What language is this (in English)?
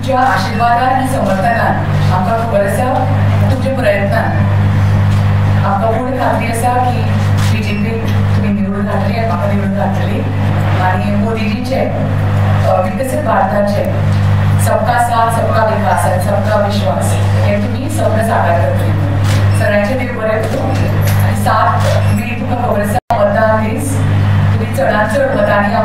Konkani